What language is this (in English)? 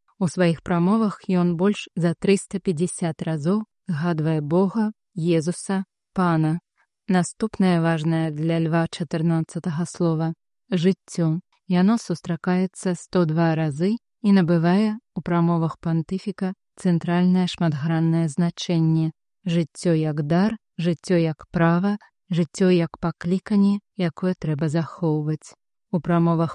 Belarusian